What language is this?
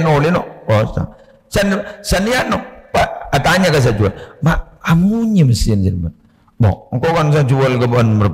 Madurese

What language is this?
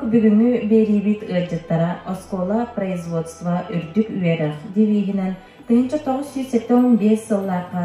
Yakut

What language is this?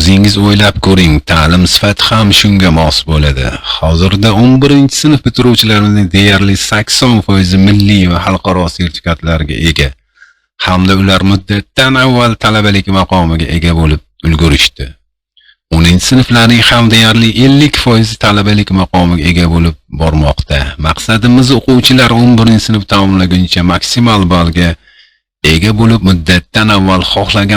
Uzbek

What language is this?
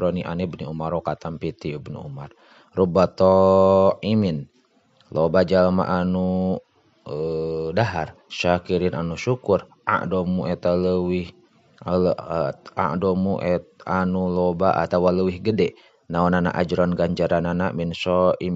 Sundanese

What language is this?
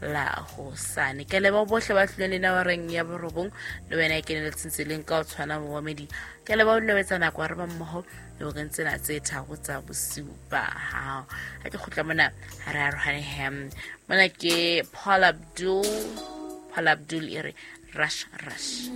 Southern Sotho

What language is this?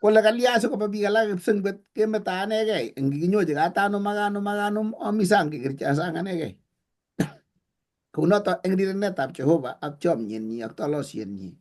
Kalenjin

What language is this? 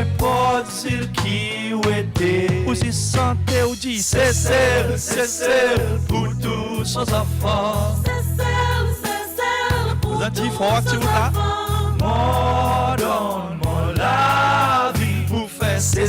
Seselwa Creole French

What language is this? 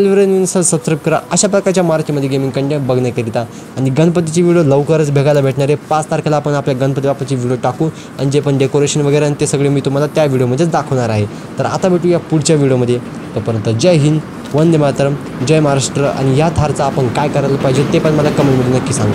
Marathi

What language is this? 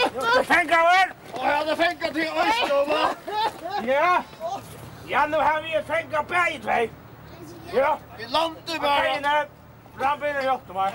Faroese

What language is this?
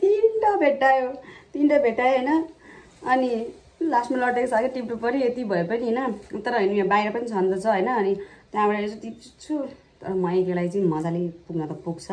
Nepali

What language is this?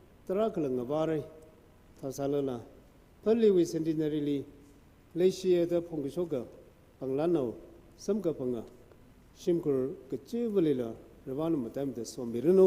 Tangkhul Naga (India)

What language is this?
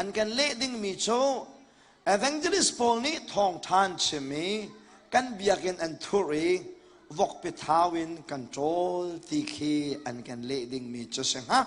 Hakha Chin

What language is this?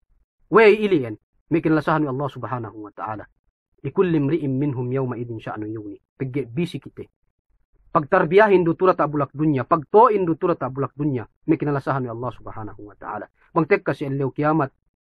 Yakan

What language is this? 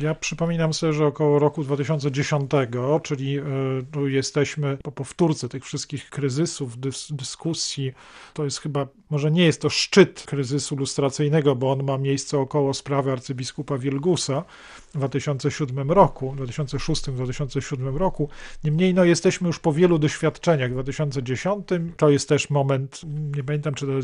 Polish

